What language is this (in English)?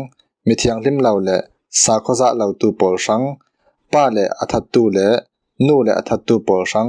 Falam Chin